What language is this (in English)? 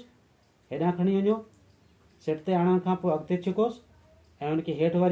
Sindhi